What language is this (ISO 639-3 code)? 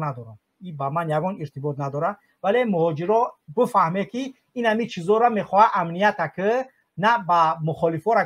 tgk